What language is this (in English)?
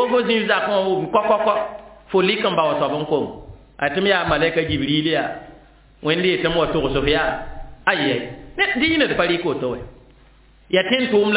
Mossi